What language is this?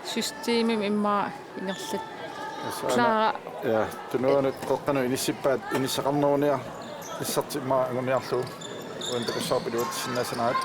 Kalaallisut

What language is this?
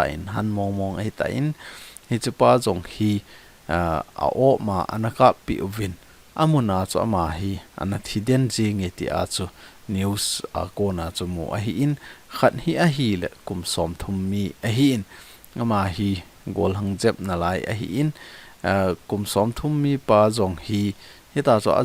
Thado Chin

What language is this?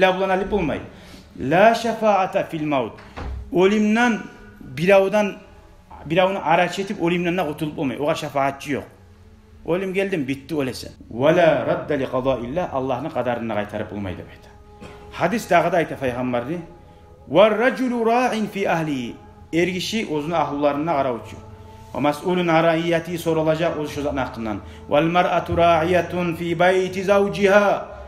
Kumyk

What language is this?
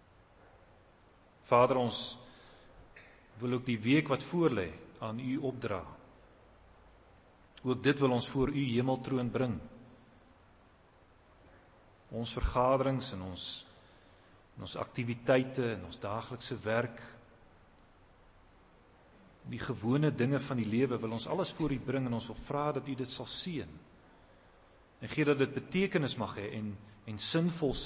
Afrikaans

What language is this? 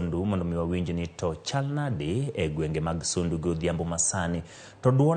Luo (Kenya and Tanzania)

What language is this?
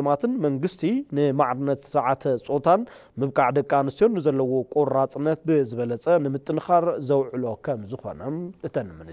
Tigrinya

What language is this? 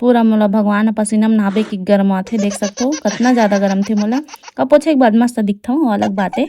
Chhattisgarhi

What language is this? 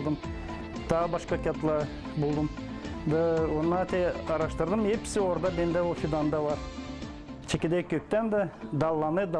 Gagauz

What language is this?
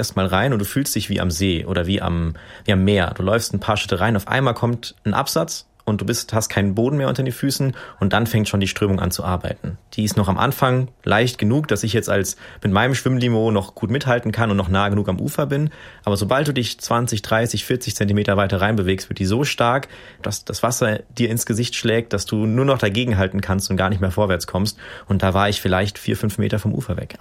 German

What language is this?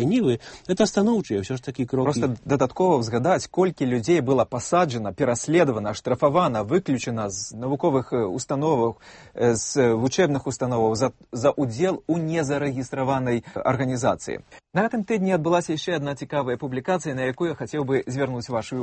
Belarusian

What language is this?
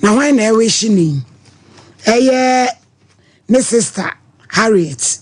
Akan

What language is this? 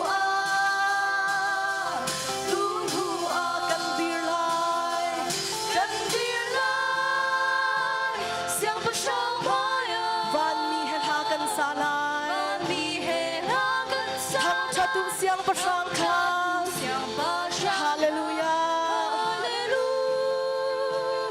Hakha Chin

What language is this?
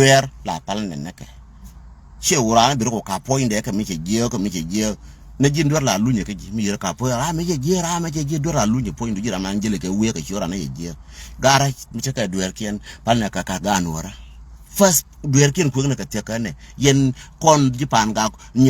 Nuer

